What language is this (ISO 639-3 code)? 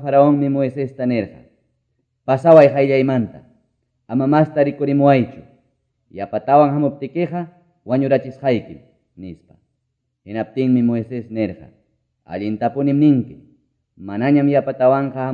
que